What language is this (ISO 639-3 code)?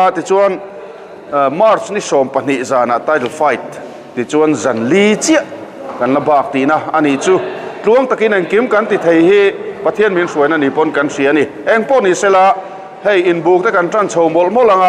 lus